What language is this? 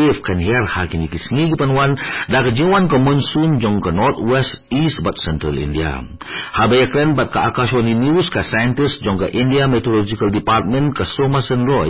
Khasi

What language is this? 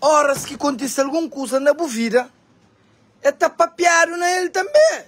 Kabuverdianu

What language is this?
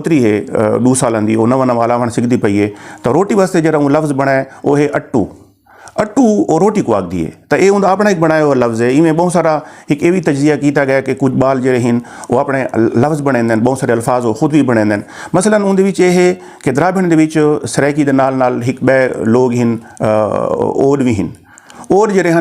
Saraiki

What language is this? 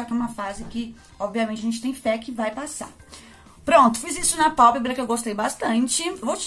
Portuguese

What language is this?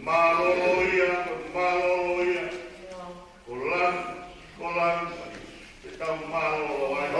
Tongan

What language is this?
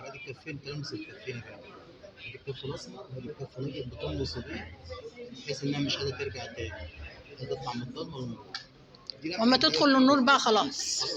Egyptian Arabic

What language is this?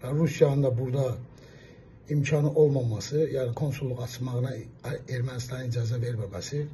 Azerbaijani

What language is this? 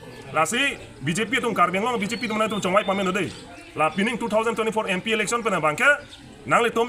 Karbi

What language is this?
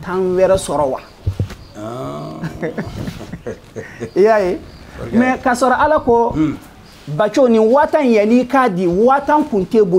Bambara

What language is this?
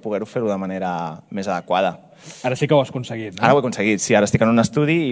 Catalan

